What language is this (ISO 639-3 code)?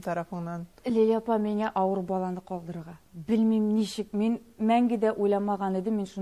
tat